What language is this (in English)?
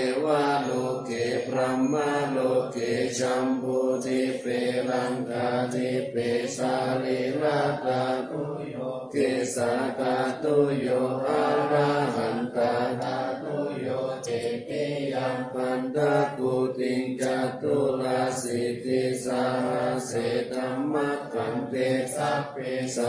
Pali